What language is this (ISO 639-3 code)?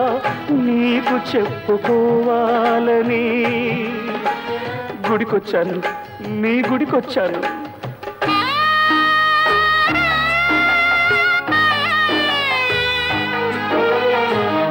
tel